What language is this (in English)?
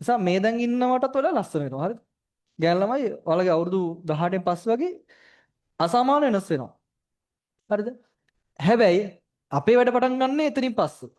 Sinhala